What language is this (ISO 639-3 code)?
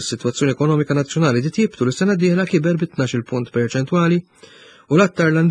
mlt